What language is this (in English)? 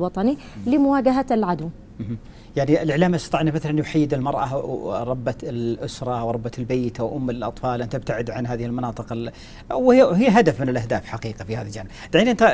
Arabic